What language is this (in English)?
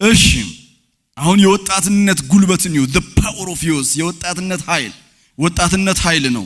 Amharic